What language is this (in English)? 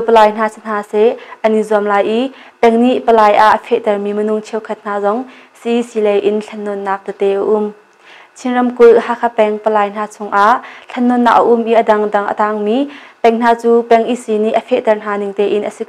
Hakha Chin